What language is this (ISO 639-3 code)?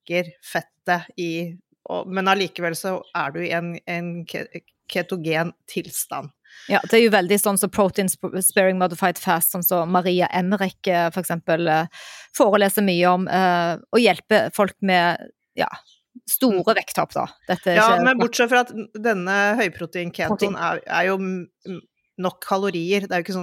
nor